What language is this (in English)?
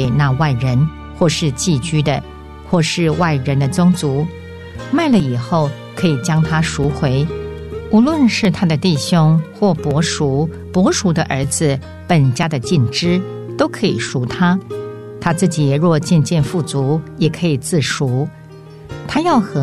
Chinese